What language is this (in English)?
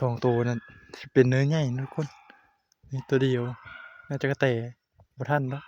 Northeastern Thai